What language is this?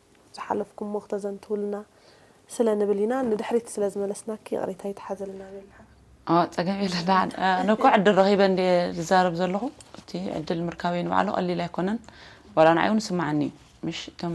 Tigrinya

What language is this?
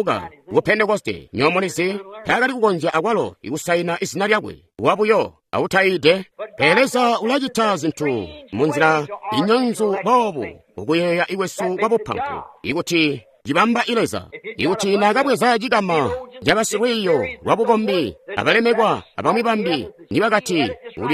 Tonga (Zambia)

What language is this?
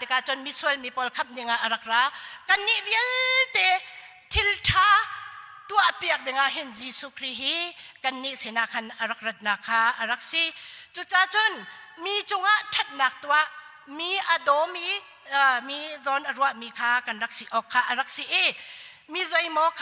Hakha Chin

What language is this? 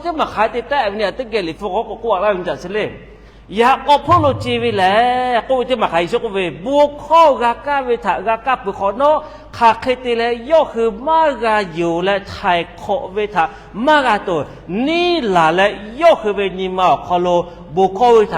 Lahu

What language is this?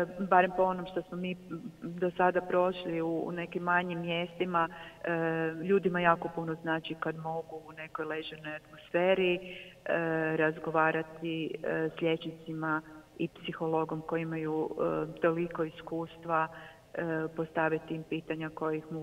Croatian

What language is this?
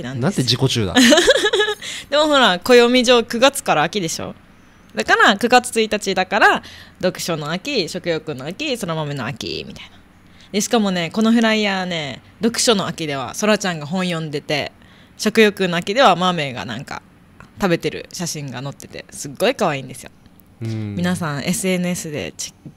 Japanese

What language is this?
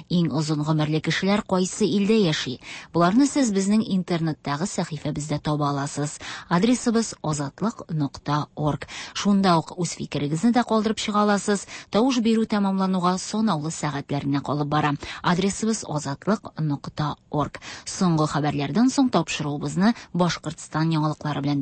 Tatar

